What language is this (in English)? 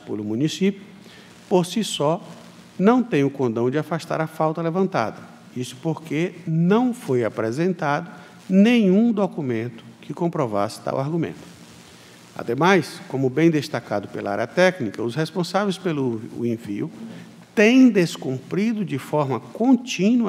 Portuguese